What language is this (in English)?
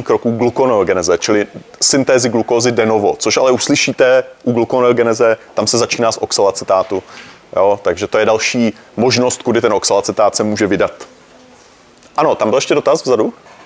Czech